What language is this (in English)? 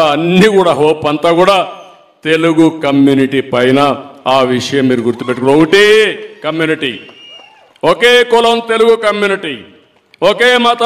Telugu